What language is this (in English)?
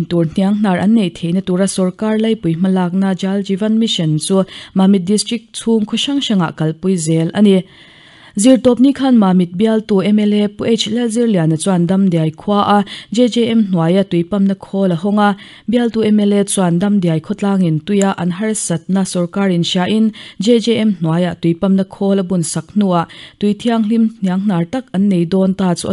Mizo